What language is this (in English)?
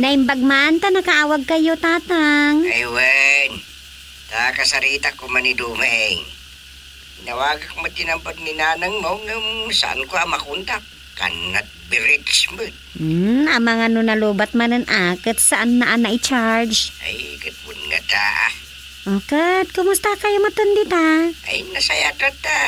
Iloko